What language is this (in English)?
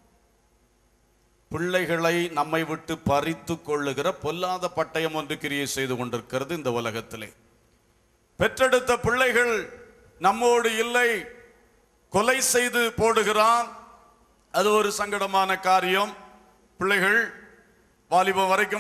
Tamil